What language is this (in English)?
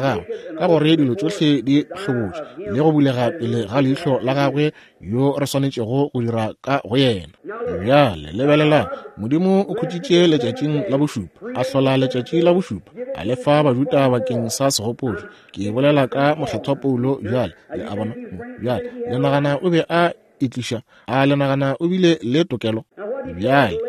Northern Sotho